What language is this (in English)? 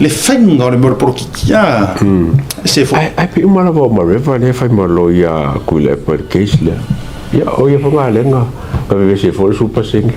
Samoan